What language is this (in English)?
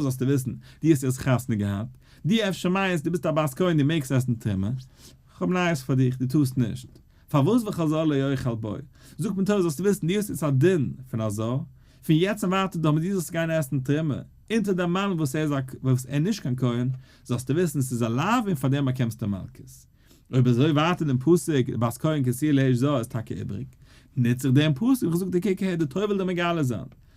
Yiddish